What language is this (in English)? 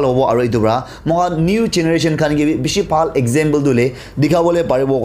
Naga Pidgin